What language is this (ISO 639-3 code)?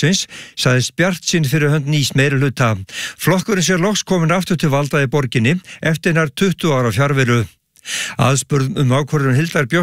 isl